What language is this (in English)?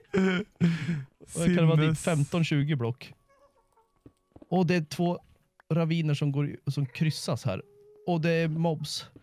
Swedish